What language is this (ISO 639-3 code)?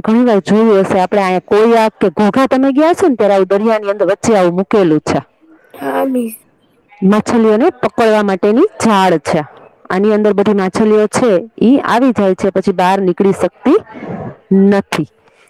guj